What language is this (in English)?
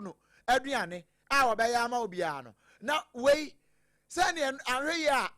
Akan